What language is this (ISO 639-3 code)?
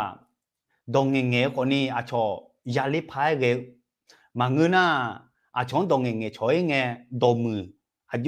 ahk